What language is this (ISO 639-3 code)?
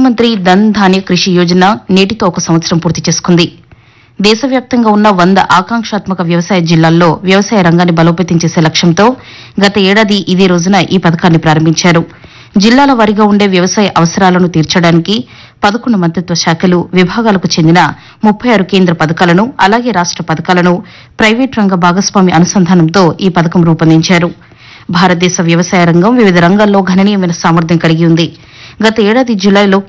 tel